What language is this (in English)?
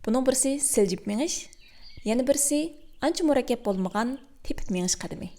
Uyghur